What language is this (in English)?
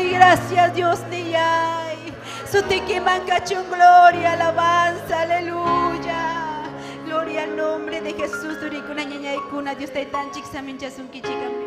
Ayacucho Quechua